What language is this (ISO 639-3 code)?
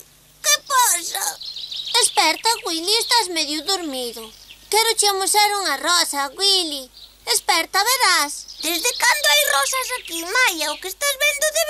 glg